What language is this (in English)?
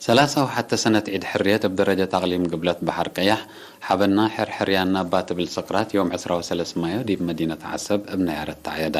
Tigre